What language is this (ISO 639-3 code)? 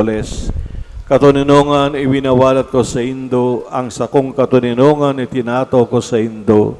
bik